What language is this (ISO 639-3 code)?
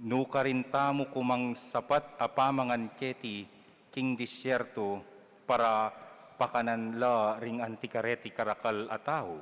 pam